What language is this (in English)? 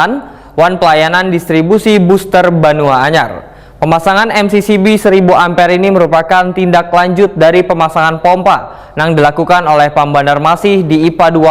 Banjar